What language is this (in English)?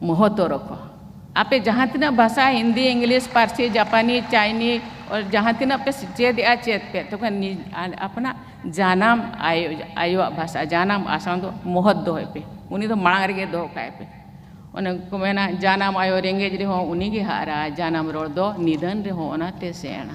Santali